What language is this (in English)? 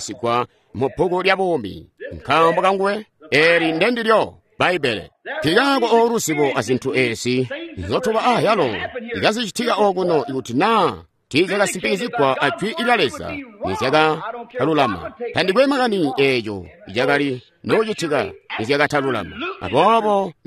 Tonga (Zambia)